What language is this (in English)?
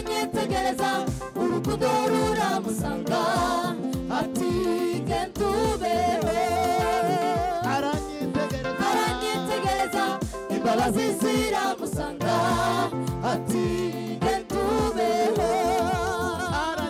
Kinyarwanda